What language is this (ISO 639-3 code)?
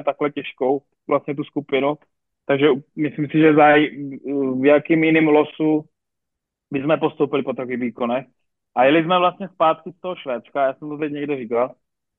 ces